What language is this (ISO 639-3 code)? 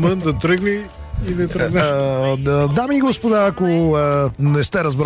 bul